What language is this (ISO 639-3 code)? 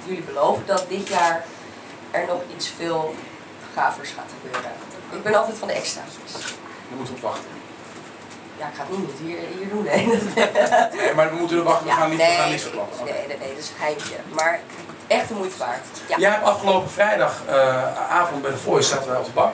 nld